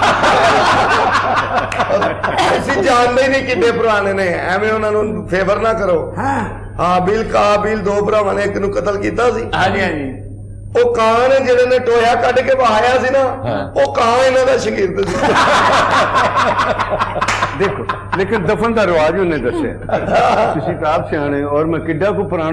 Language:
Punjabi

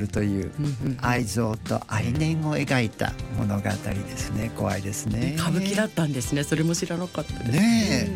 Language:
Japanese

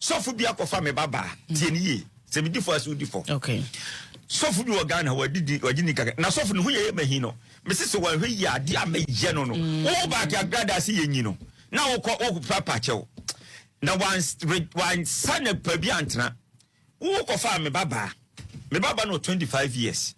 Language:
Akan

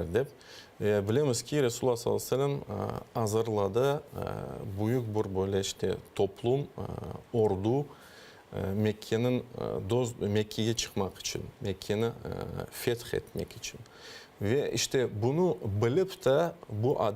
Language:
Crimean Tatar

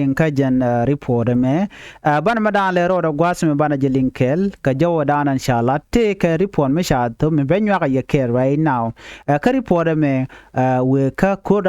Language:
Nuer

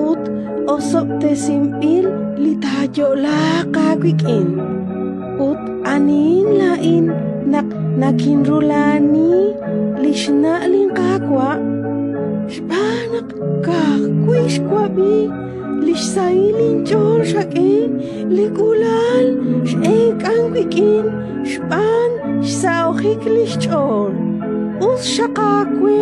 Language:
Kekchí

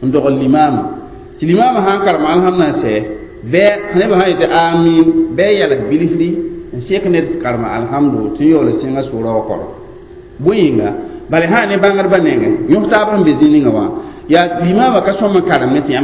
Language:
Mossi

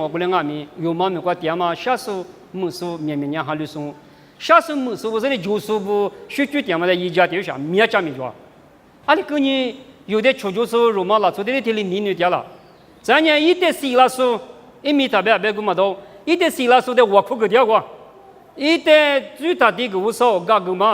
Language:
Lisu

